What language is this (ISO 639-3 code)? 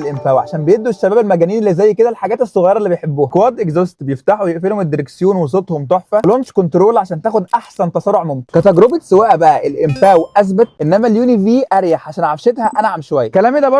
arz